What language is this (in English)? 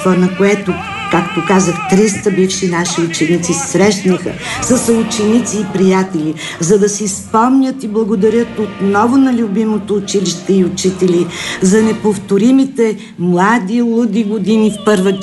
Bulgarian